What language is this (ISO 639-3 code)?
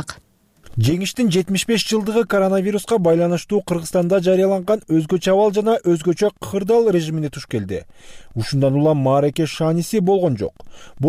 kir